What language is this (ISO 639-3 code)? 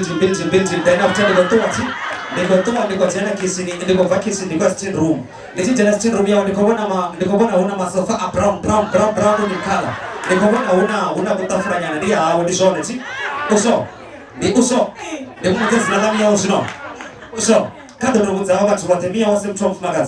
ven